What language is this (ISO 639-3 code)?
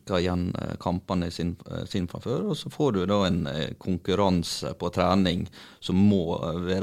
nor